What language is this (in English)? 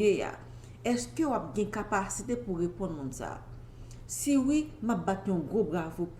Haitian Creole